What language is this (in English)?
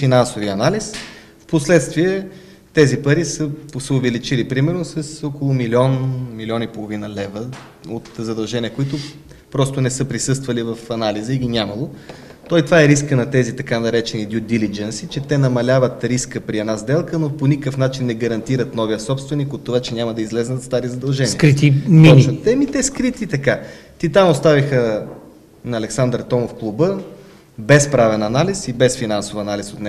Bulgarian